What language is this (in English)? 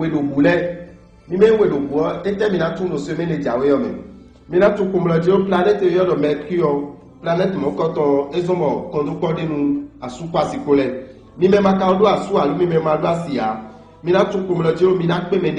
Fon